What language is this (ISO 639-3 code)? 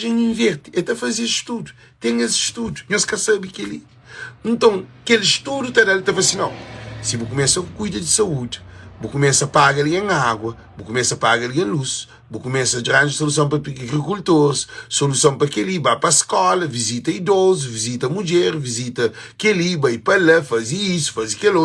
kea